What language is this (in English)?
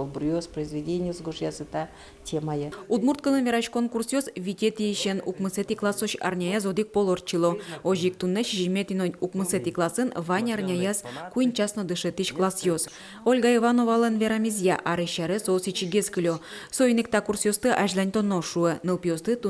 Udmurt